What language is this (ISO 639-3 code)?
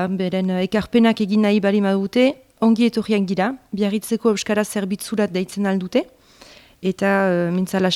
eus